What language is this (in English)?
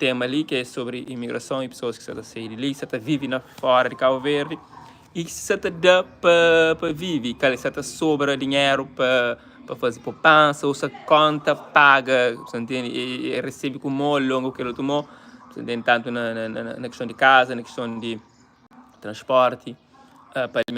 Kabuverdianu